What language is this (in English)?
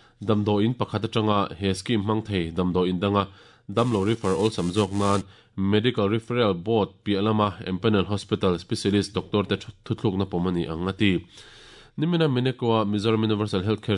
Mizo